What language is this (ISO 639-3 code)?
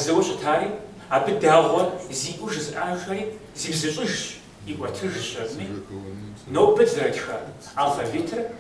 kbd